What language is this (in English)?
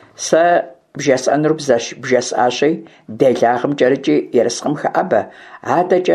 Kabardian